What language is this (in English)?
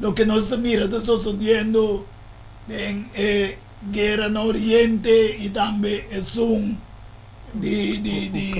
Papiamento